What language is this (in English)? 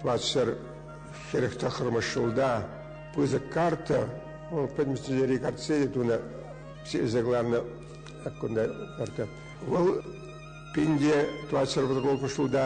Chuvash